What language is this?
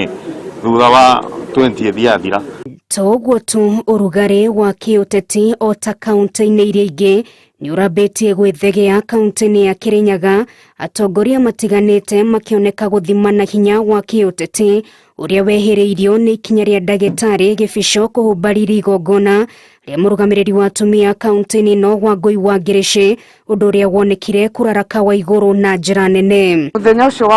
Kikuyu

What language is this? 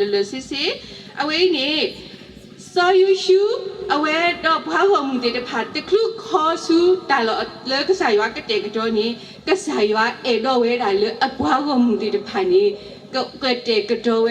S'gaw Karen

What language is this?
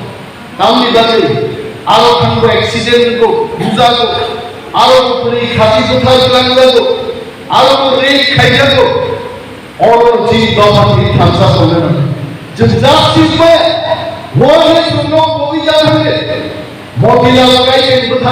Kok Borok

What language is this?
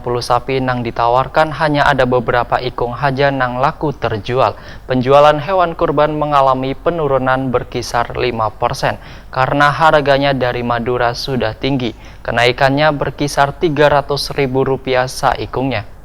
Banjar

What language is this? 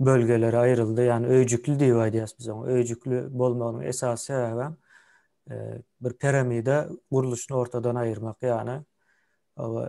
Turkmen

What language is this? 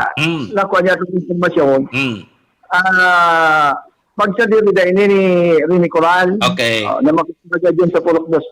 Bikol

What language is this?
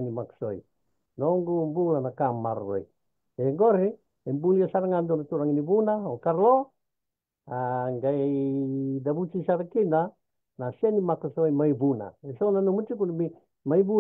Fijian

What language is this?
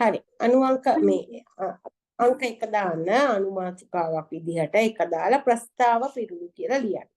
Sinhala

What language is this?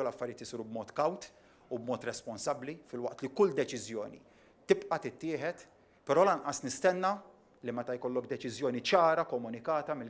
Maltese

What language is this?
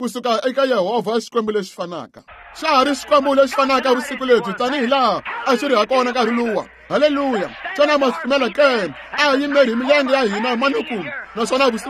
Tsonga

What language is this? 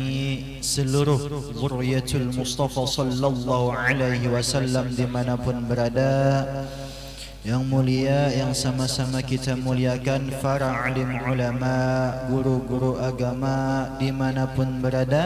Banjar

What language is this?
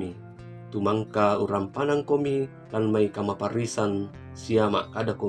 Toraja-Sa'dan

